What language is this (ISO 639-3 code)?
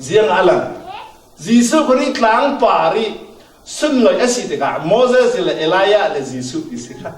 cfm